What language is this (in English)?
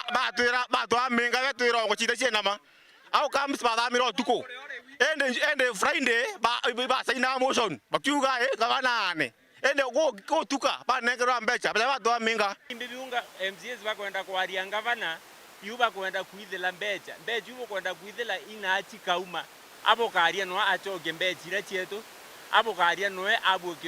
Meru